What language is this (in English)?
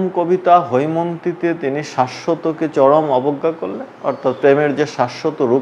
Bangla